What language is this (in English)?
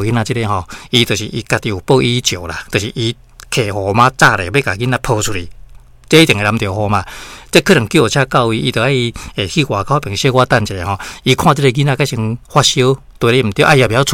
Min Nan Chinese